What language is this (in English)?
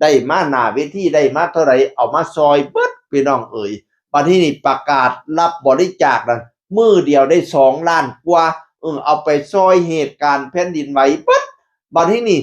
Northeastern Thai